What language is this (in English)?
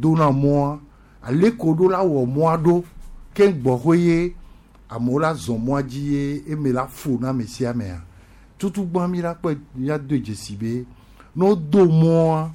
Gen